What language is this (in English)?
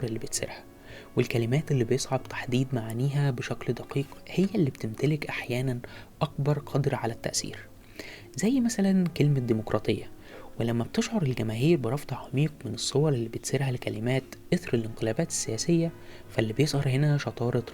Egyptian Arabic